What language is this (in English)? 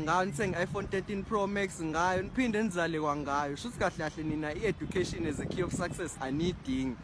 Zulu